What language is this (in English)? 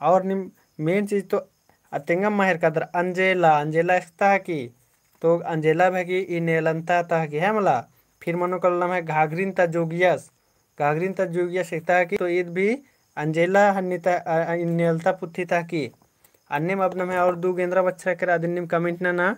Kurukh